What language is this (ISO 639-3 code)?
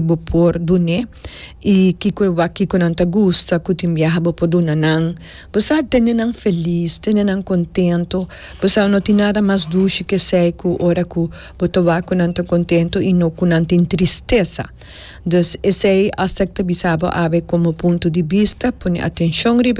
pap